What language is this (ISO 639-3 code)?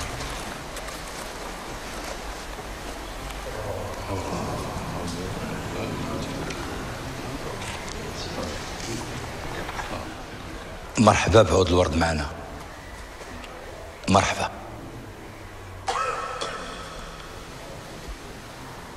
ary